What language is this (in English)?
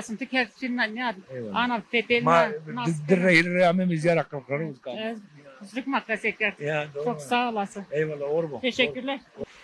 Zaza